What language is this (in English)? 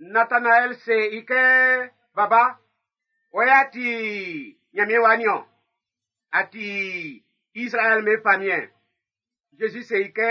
Baoulé